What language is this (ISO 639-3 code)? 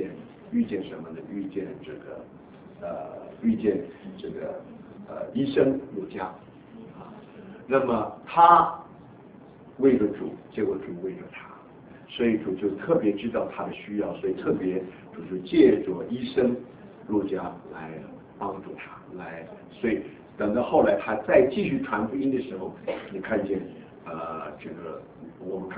zho